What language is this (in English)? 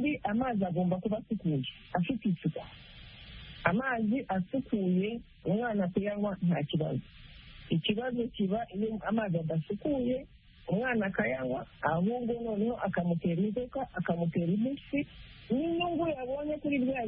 Kinyarwanda